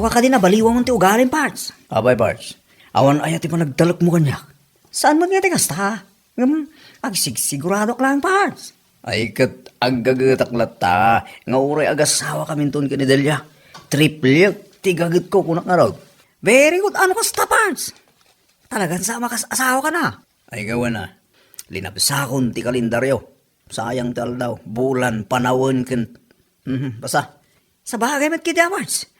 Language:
Iloko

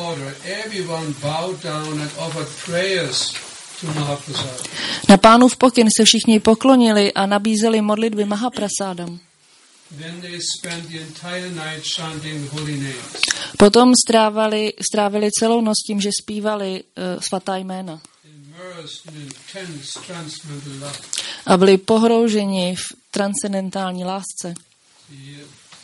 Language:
Czech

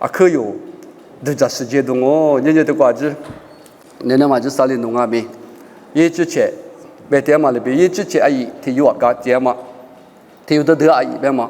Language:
Lisu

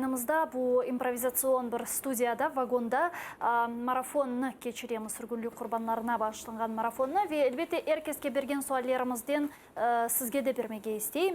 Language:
Crimean Tatar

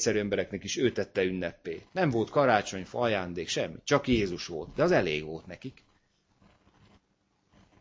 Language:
Hungarian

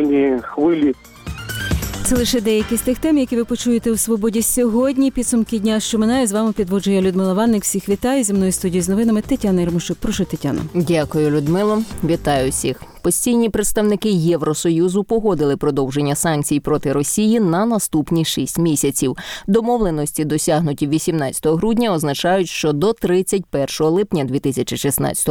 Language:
Ukrainian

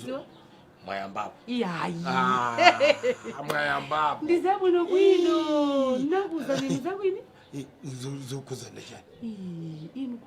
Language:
Nyanja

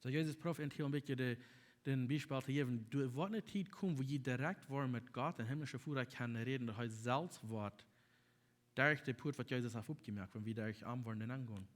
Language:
Plautdietsch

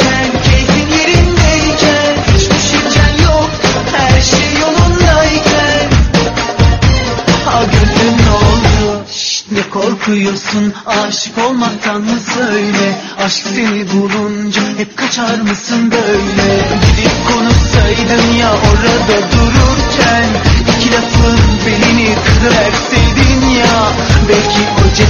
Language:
Turkish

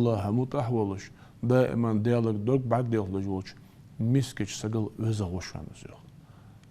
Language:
Ingush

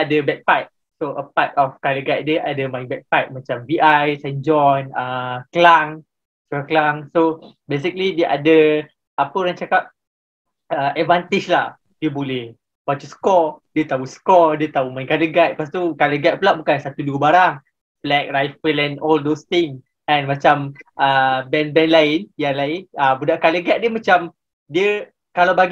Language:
Malay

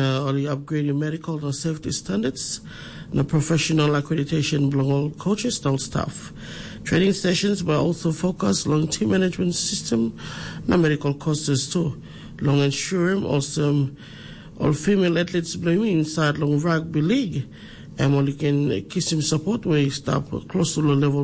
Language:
Tok Pisin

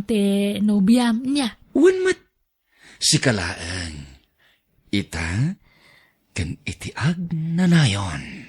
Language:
Iloko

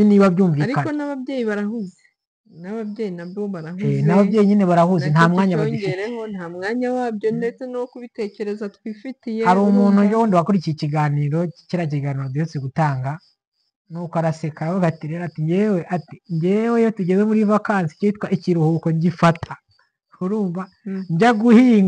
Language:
Kinyarwanda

